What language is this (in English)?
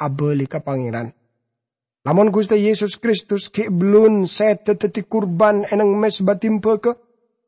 Madurese